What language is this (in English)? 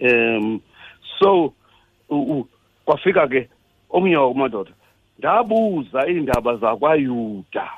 Xhosa